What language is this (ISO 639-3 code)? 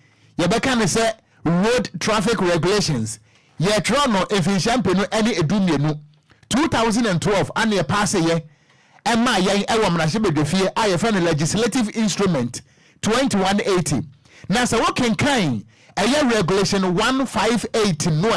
aka